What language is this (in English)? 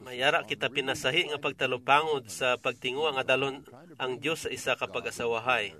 Hiligaynon